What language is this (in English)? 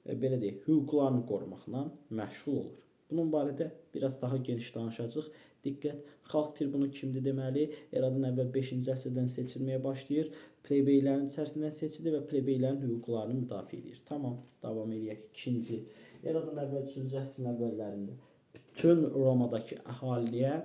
Azerbaijani